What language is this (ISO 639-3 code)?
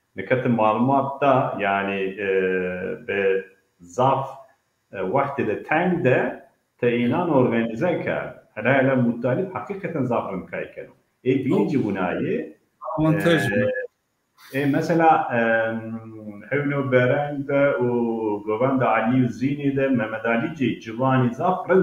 zza